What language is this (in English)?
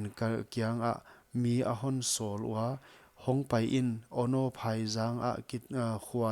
Paite Chin